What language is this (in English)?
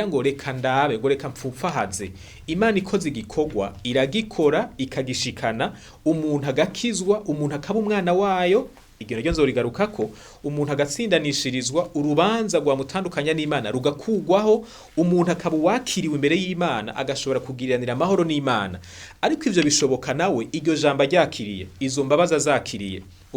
Rundi